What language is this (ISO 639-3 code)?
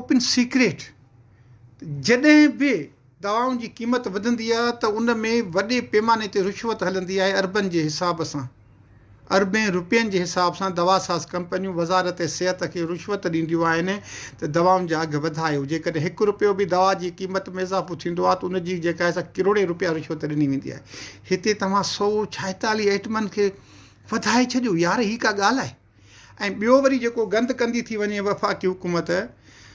snd